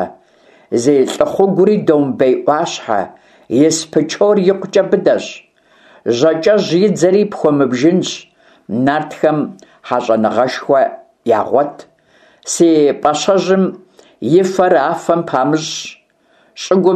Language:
Kabardian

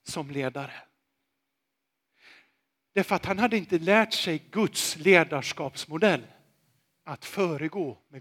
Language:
Swedish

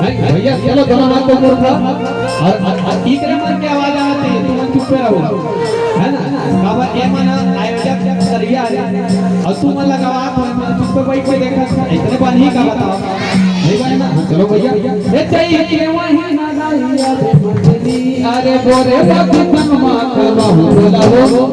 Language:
Chhattisgarhi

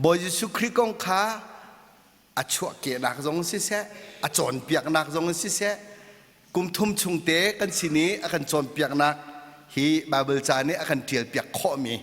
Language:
Hakha Chin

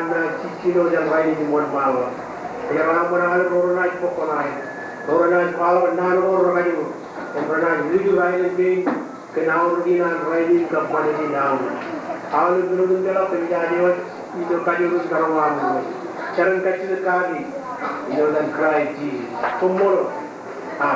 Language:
Marshallese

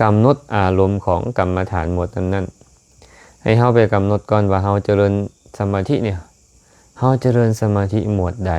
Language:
Lao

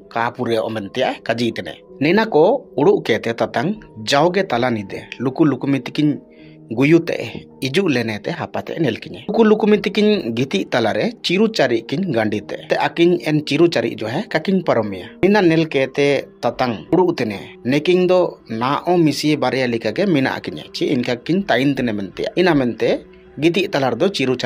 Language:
Ho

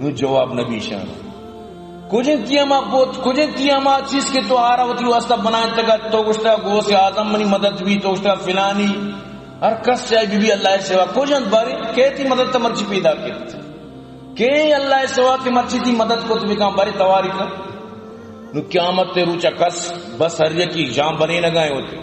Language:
Eastern Balochi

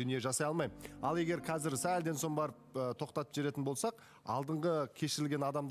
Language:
Kazakh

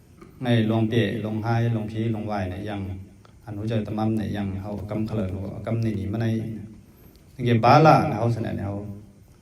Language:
Mon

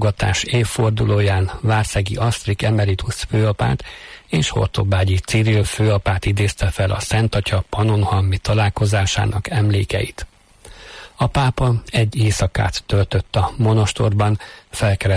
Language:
Hungarian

